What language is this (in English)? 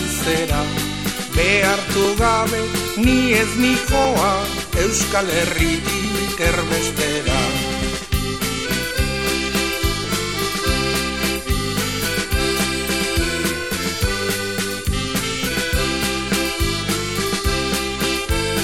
Basque